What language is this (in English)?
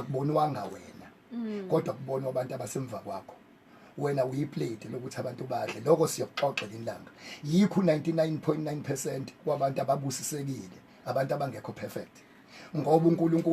Zulu